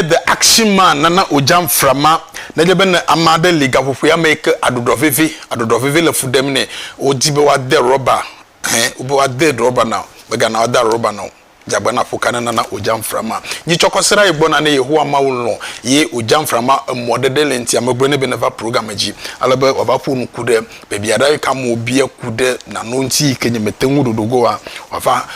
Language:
Ewe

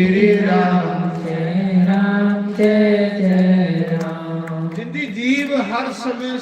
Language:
Dogri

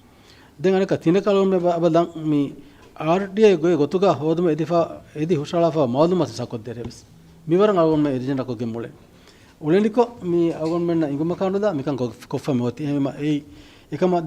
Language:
Divehi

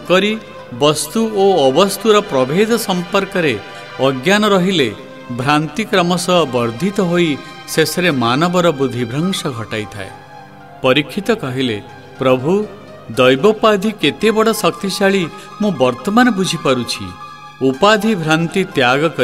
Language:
Odia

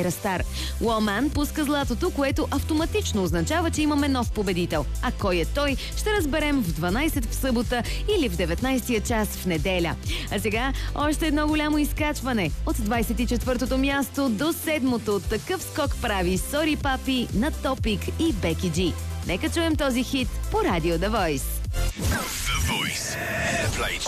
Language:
Bulgarian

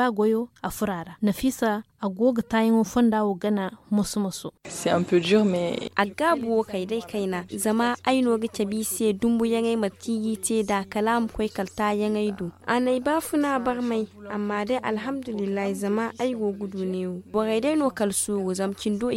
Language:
Zarma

